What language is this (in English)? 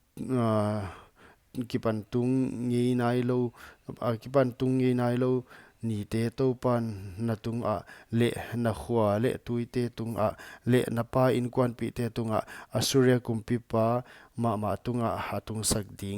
Paite Chin